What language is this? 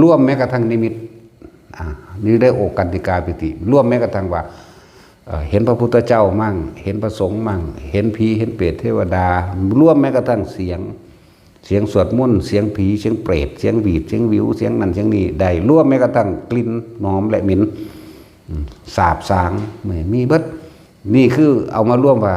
Northeastern Thai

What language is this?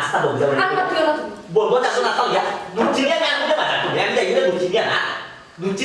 Sylheti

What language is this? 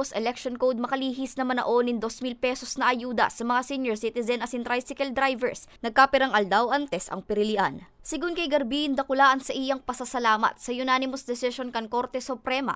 Bikol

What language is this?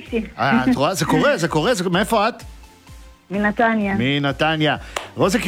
Hebrew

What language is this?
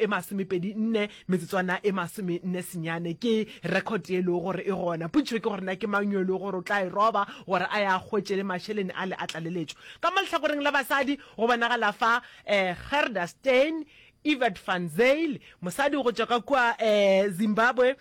Northern Sotho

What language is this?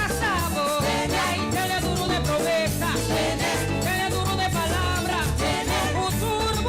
Papiamento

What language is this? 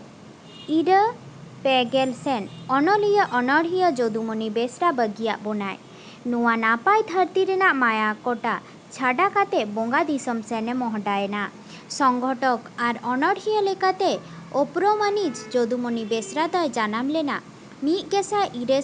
Santali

